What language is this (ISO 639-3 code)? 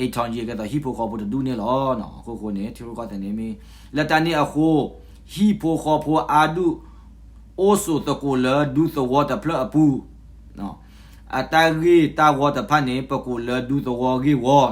ksw